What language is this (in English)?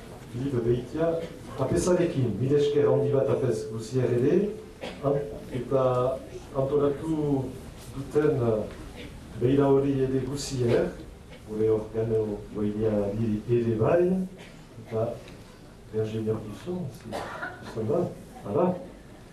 Basque